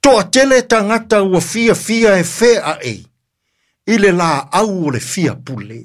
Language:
Samoan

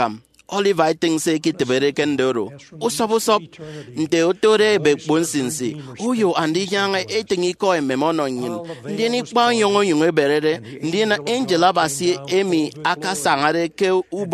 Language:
Efik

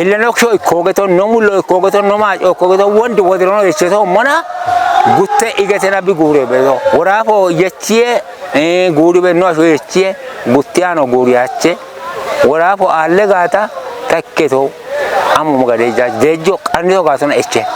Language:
Kafa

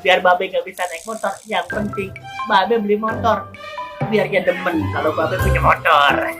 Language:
Betawi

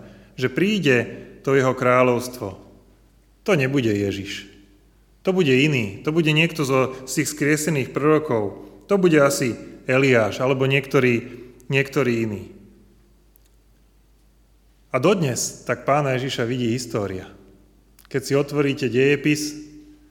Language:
Slovak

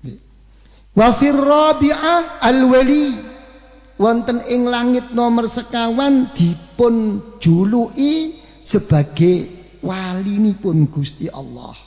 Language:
Javanese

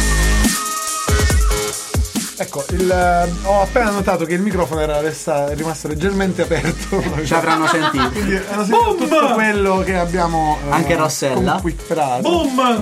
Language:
Italian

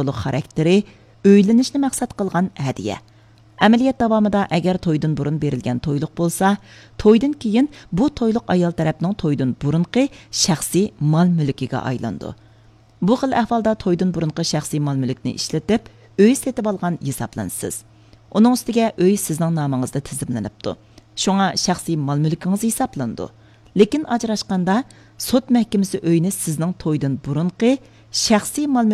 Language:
Uyghur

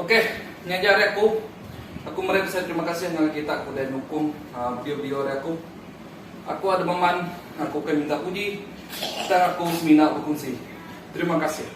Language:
Iban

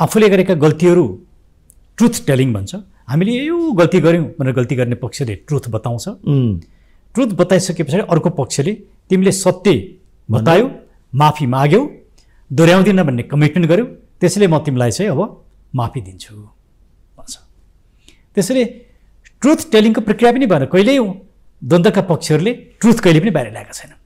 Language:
Nepali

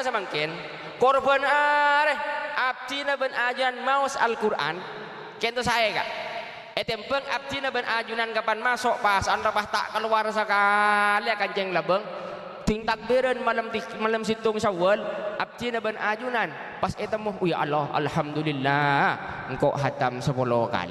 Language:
Madurese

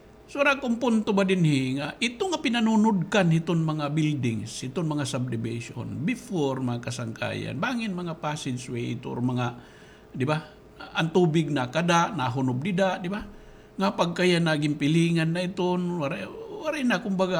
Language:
Waray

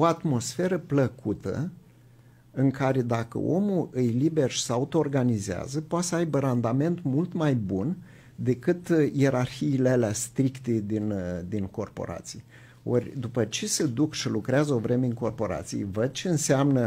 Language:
Romanian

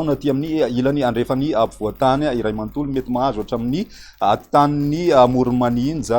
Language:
Malagasy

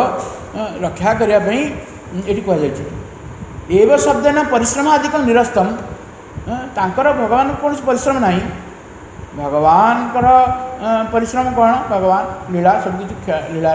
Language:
Odia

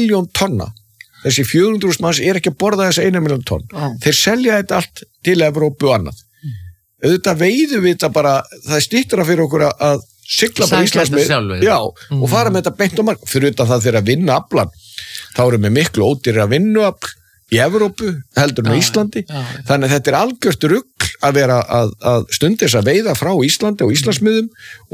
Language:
Icelandic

